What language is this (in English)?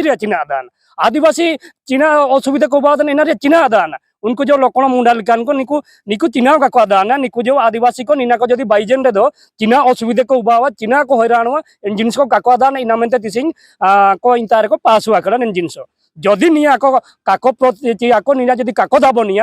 Santali